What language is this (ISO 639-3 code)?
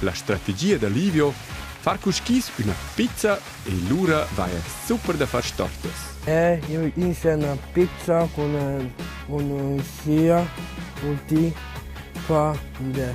roh